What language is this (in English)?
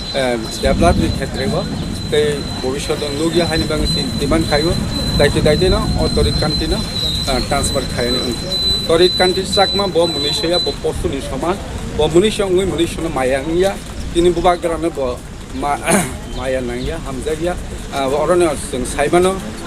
Riang (India)